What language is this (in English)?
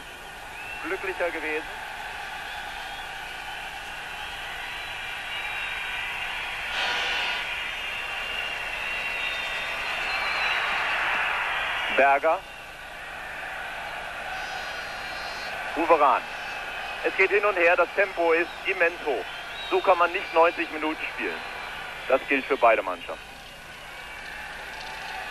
German